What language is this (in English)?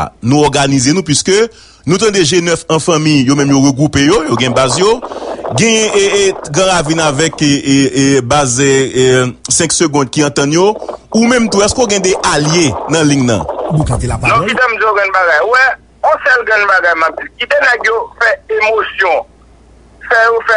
Haitian Creole